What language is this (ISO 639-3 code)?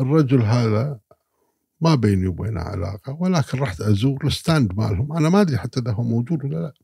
afb